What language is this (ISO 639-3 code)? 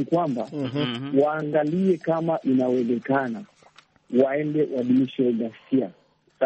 swa